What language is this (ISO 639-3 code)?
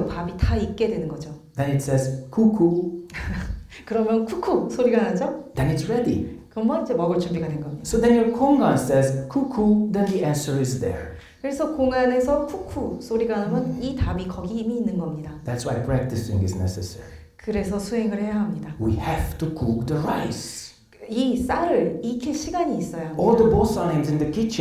kor